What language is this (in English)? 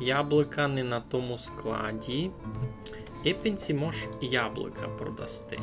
Rusyn